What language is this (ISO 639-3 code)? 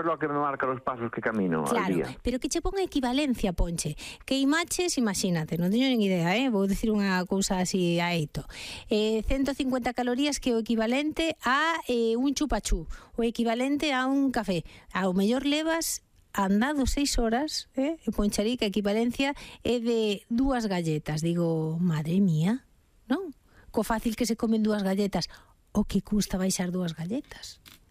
glg